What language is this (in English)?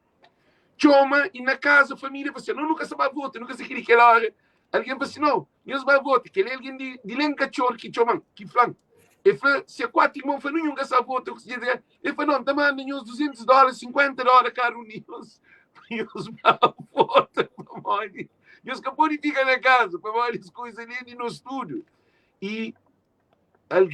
Kabuverdianu